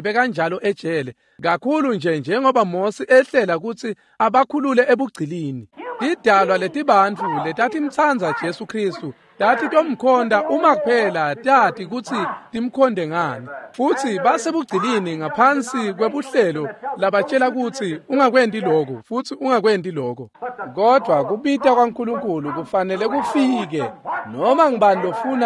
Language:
Swati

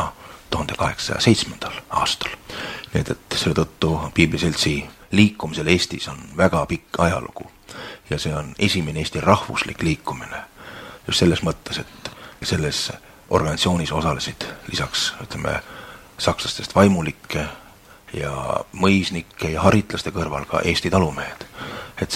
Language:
Estonian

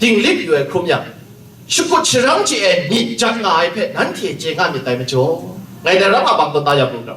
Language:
Kachin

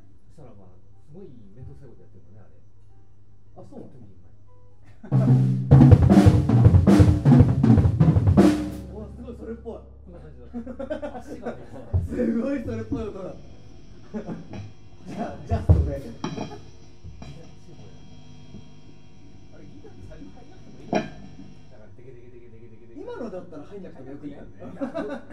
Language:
Japanese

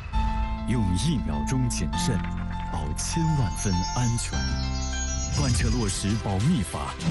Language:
Chinese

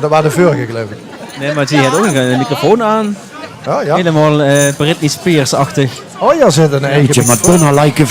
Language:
Limburgish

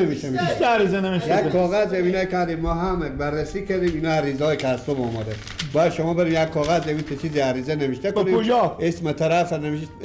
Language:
Persian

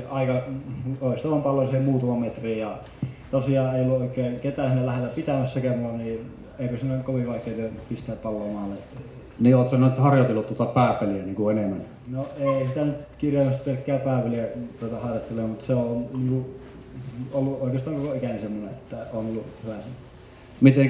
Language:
Finnish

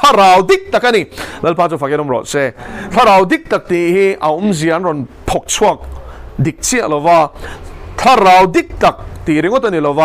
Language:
Mizo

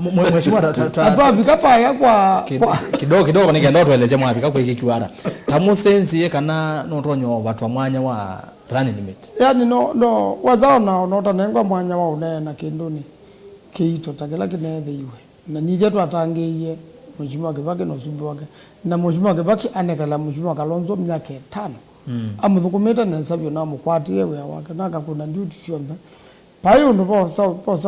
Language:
Kamba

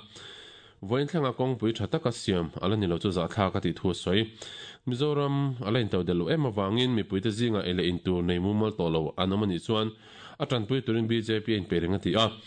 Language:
Mizo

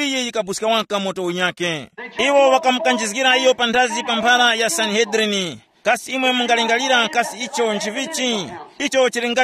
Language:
Tumbuka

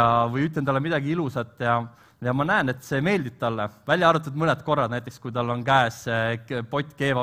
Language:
Estonian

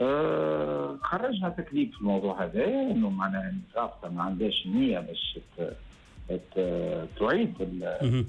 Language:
Tunisian Arabic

